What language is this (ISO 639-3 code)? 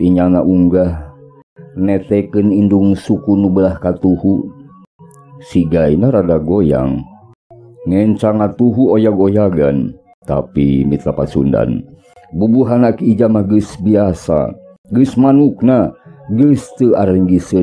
sun